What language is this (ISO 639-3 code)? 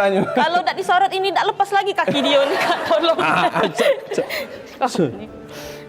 mui